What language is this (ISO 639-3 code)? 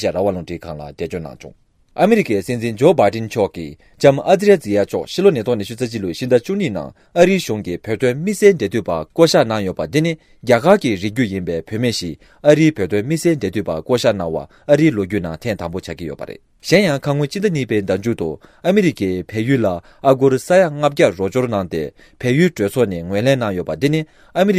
bod